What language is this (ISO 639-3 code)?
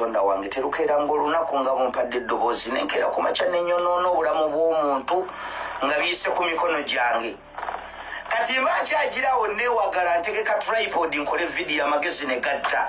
lug